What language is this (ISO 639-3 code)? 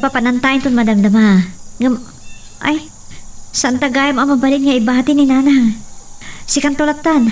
ilo